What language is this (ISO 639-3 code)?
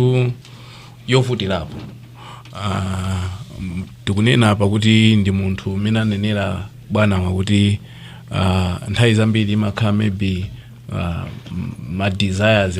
nya